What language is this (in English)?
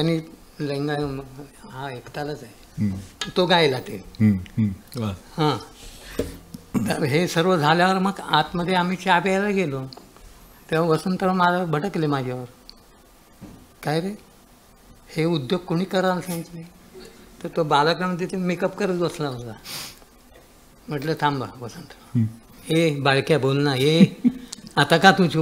Marathi